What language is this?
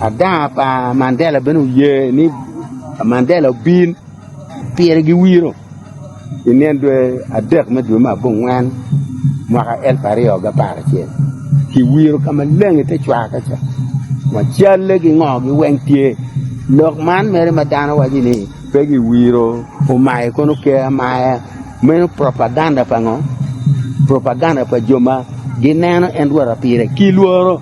Acoli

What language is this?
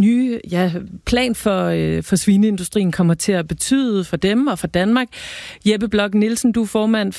Danish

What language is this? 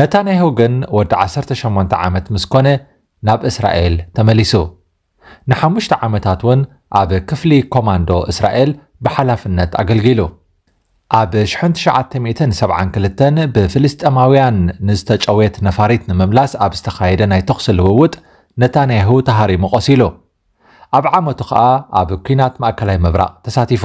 Tigrinya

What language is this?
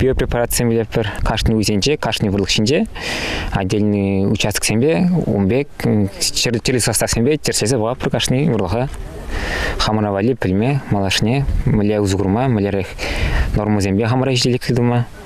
Chuvash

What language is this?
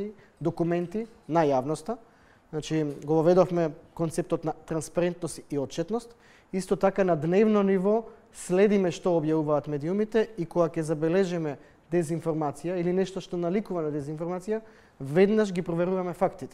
Macedonian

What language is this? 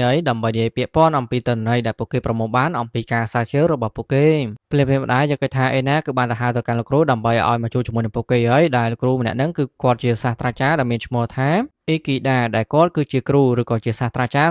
Khmer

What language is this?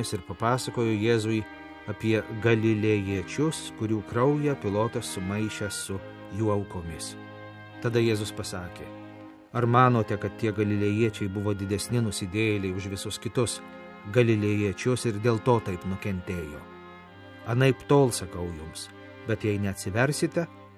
Lithuanian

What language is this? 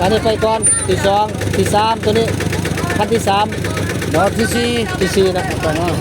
Northeastern Thai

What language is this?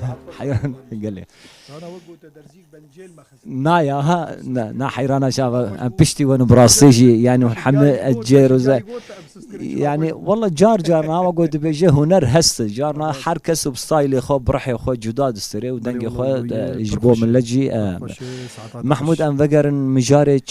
Kurdish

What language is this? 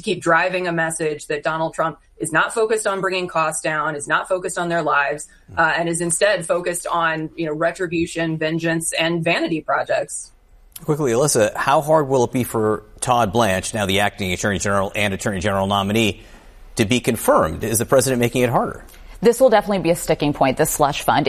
English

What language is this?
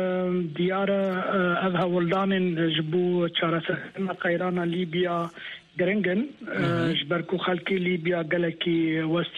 Kurdish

